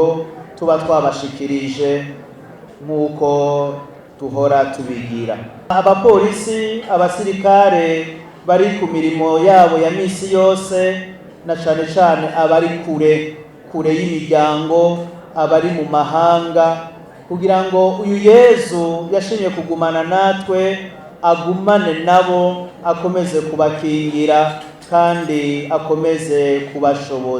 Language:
Rundi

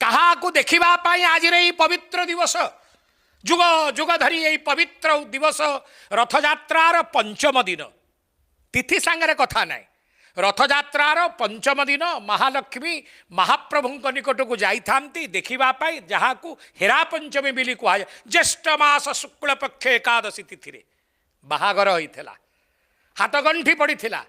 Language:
Odia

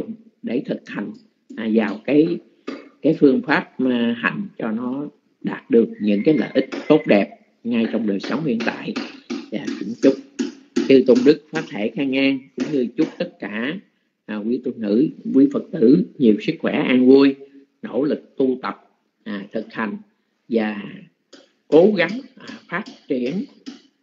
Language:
Vietnamese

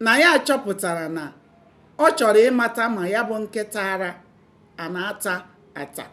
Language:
Igbo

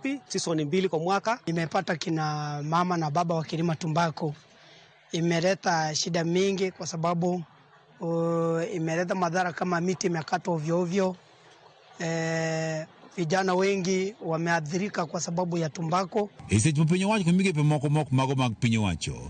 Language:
Luo (Kenya and Tanzania)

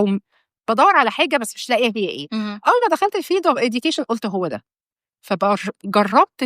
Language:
Egyptian Arabic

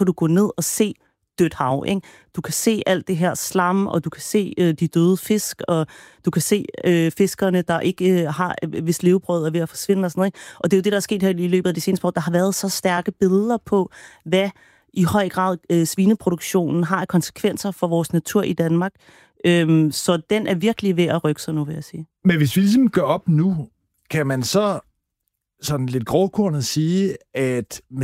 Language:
Danish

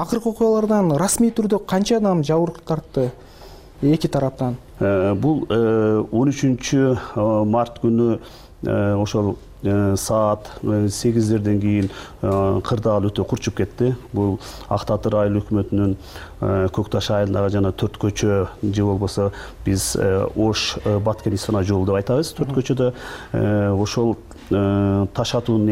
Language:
Kyrgyz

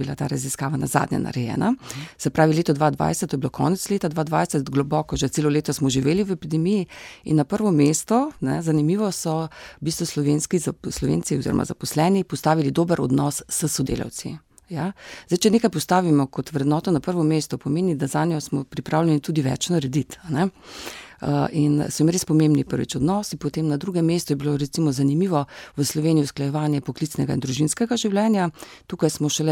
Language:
Slovenian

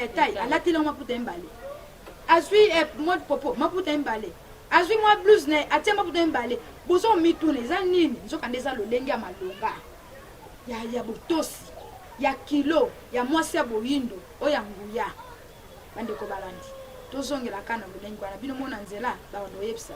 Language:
Lingala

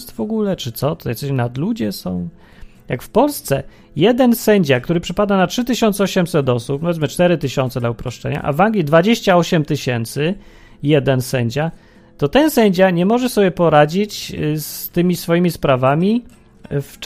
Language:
Polish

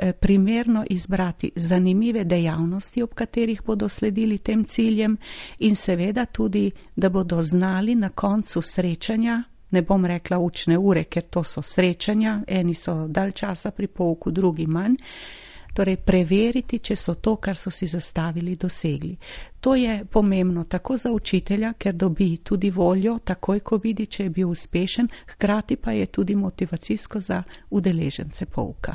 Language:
Slovenian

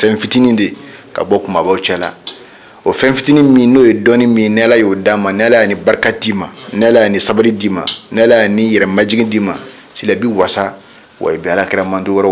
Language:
Bambara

